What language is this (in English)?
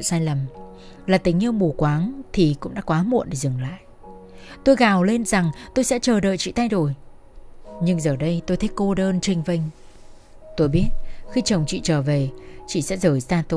Vietnamese